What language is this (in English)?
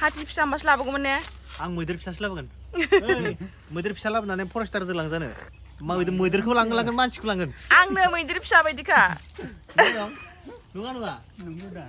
Bodo